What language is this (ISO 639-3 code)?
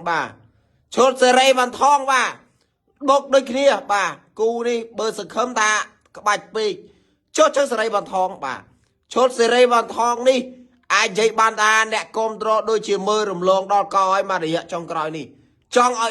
khm